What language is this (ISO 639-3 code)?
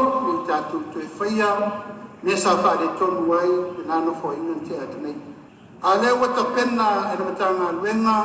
smo